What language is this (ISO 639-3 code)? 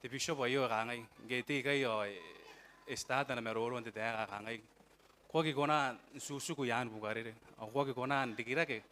gil